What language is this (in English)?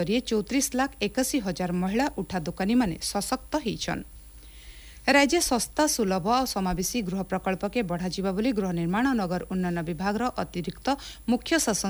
Odia